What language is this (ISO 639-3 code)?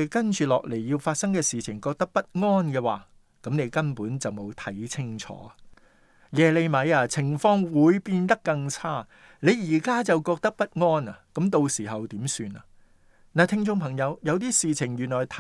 yue